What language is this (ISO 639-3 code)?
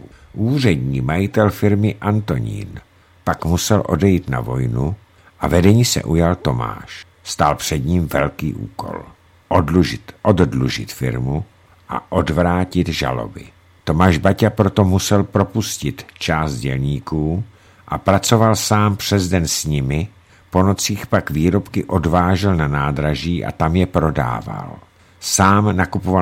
ces